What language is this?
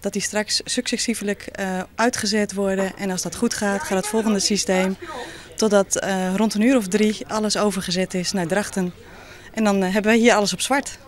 Western Frisian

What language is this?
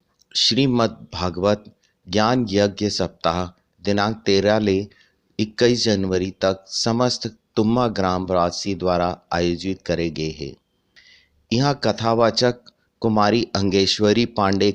Chhattisgarhi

